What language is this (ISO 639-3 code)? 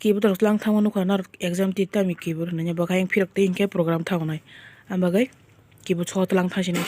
trp